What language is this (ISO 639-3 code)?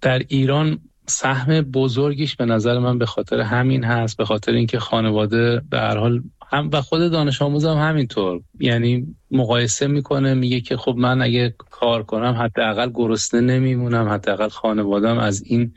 fas